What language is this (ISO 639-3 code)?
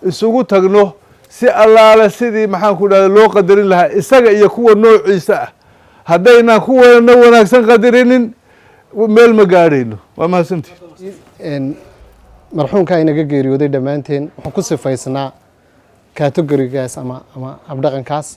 som